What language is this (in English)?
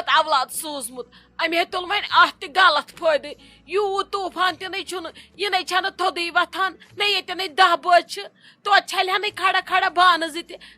Kashmiri